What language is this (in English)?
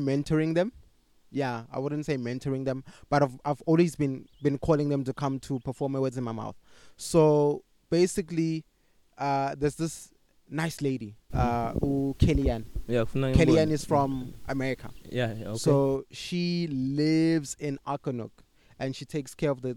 English